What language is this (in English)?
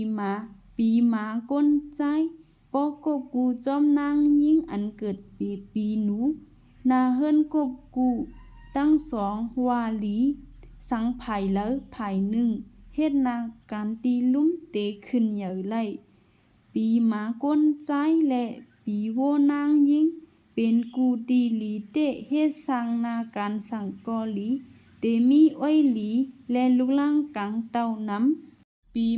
Shan